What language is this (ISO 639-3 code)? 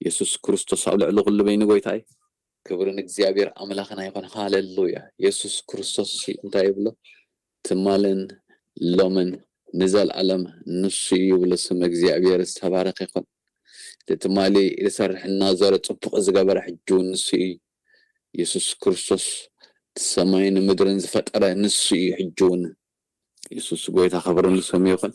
tir